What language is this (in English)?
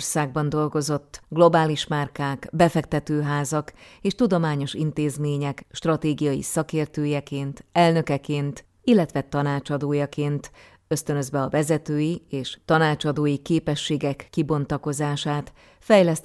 Hungarian